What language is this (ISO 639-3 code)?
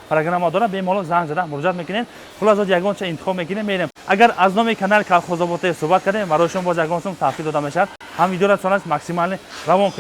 tgk